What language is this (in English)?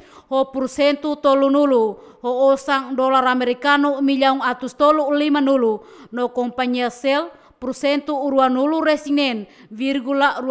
Tetum